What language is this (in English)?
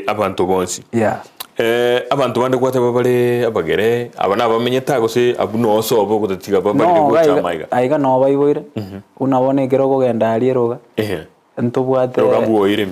Gusii